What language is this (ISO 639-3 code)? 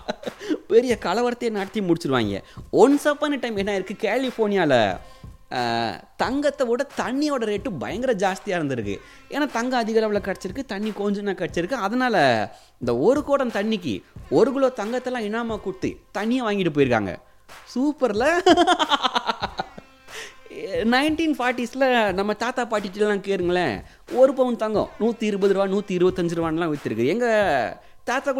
tam